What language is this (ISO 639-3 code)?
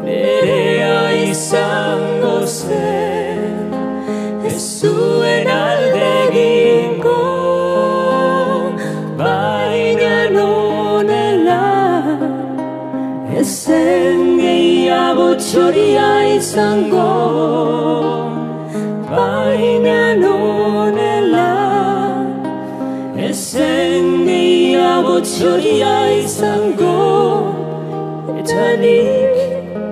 eus